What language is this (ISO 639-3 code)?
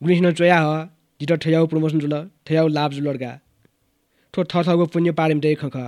new